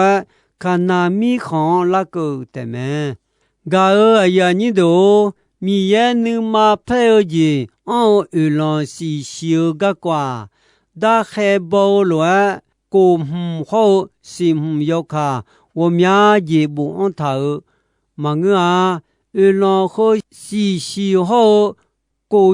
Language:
Akha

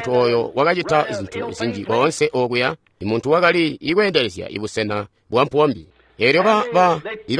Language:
Tonga (Zambia)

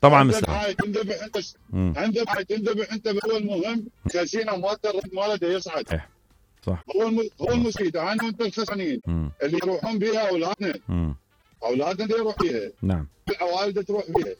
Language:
Mesopotamian Arabic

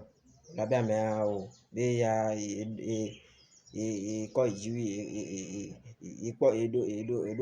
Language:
Ewe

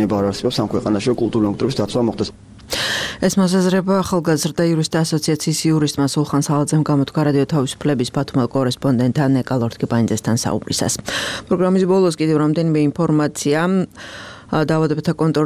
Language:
Georgian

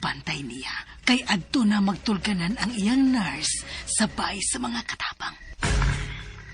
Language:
Cebuano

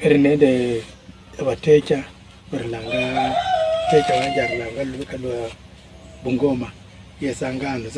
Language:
Luyia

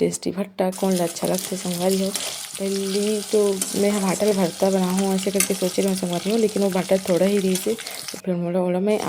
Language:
Chhattisgarhi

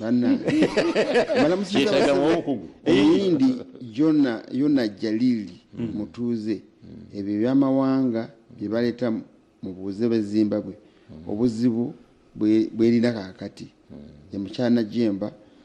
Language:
Ganda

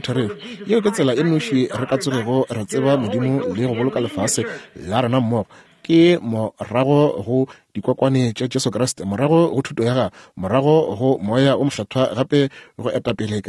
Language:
Northern Sotho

